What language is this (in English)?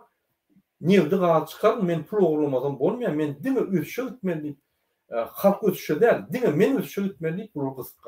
Turkmen